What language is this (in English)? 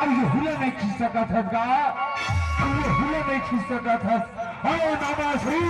Chhattisgarhi